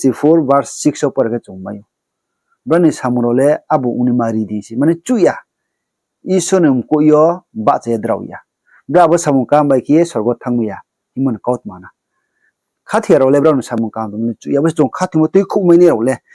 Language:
Riang (India)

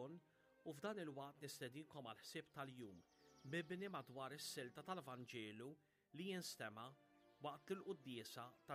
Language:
Maltese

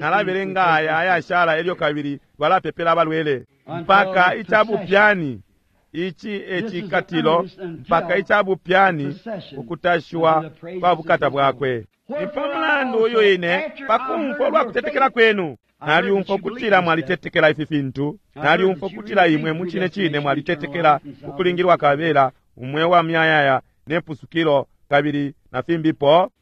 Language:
Bemba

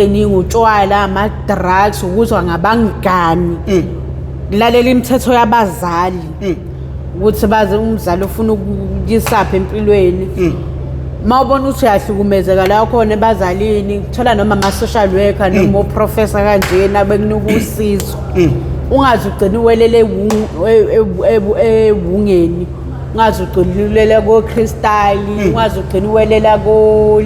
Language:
Zulu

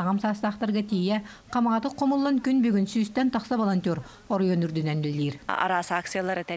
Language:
Yakut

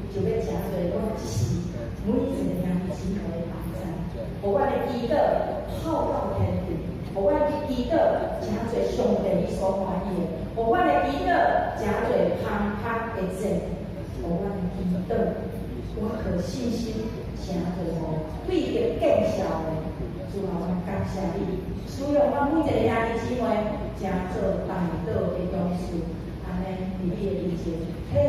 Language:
Min Nan Chinese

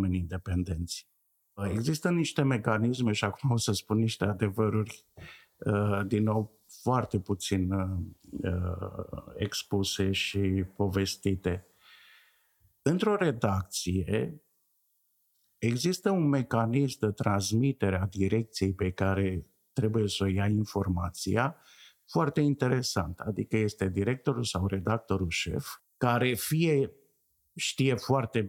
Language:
Romanian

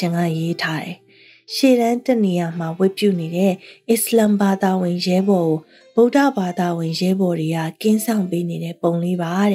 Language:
Burmese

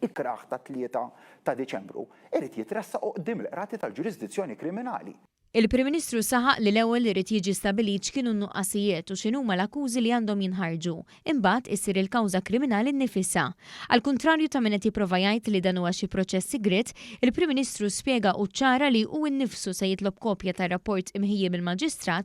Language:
Maltese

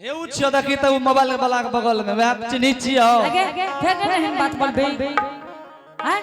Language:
Angika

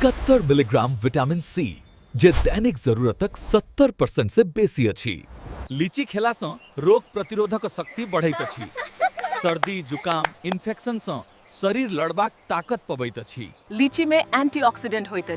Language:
Maithili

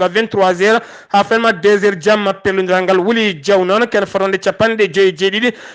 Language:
Fula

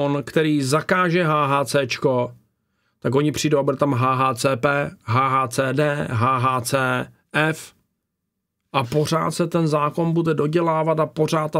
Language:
Czech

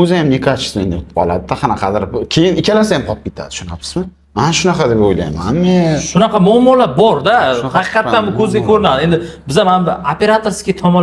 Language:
Uzbek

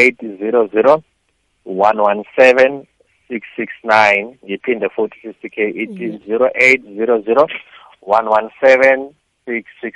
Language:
South Ndebele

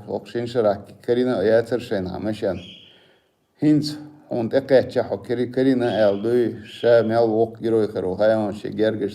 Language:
Chechen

